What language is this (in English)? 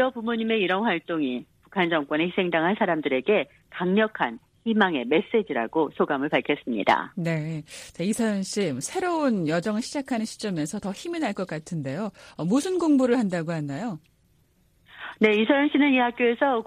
Korean